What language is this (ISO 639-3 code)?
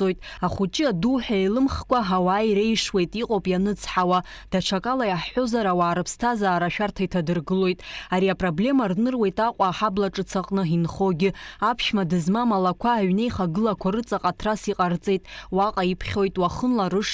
abk